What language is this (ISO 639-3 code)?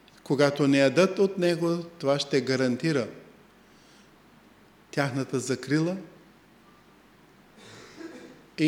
bul